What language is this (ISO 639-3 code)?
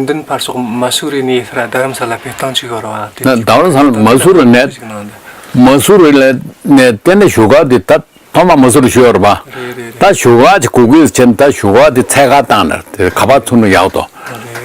bod